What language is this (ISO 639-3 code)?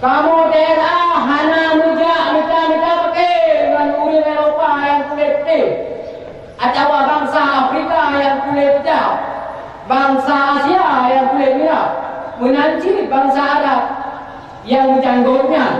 ace